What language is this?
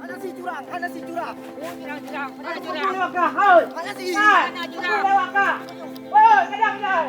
Achinese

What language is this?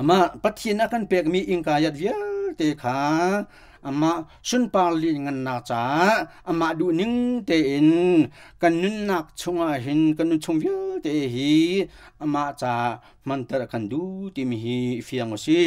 Hakha Chin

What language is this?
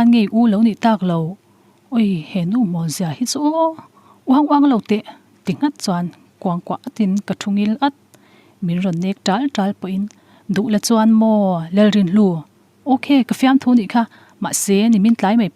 Mizo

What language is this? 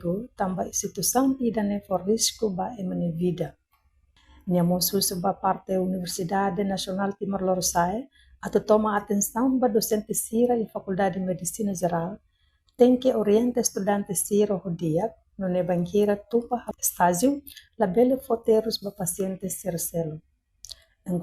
Tetum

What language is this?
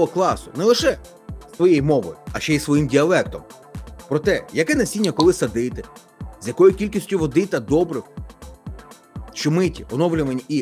Ukrainian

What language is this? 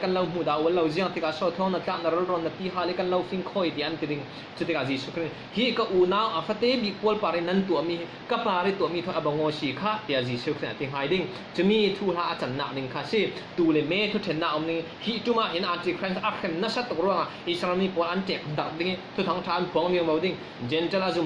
Falam Chin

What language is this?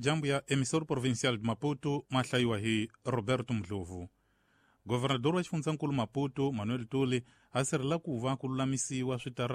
Tsonga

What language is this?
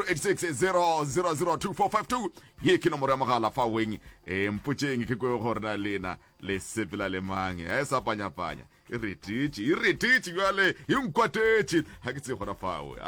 Northern Sotho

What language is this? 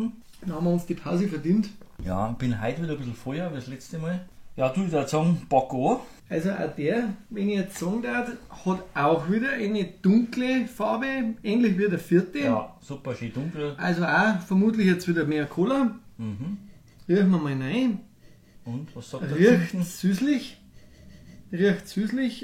Bavarian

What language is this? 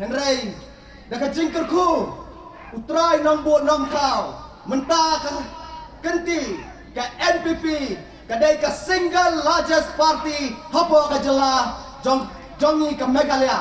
Pnar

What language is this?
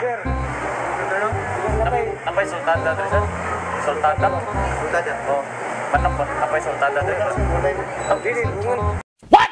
Cebuano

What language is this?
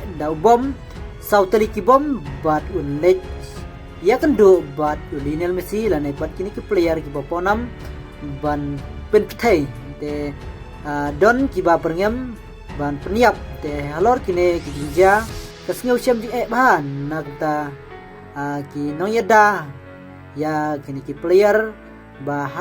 Khasi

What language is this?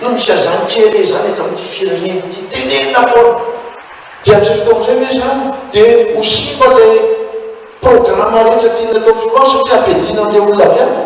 Malagasy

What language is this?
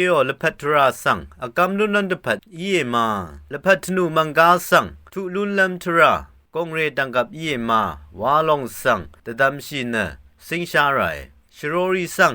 Rawang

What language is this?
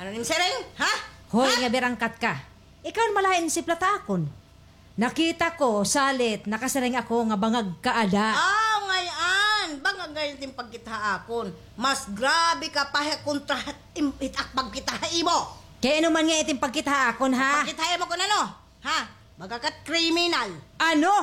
Waray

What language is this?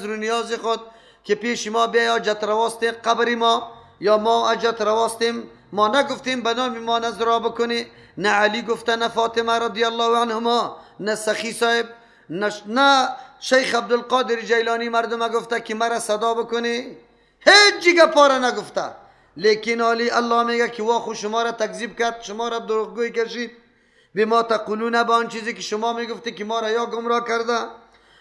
Persian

